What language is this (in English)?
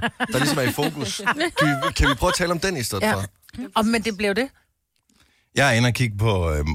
Danish